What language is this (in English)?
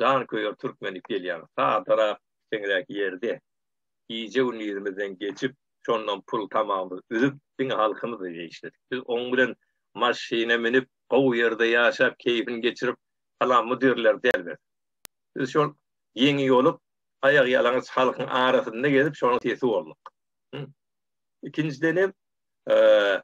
Turkmen